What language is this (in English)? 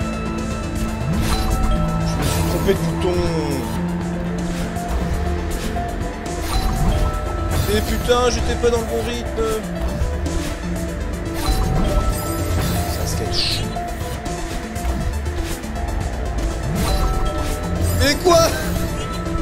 French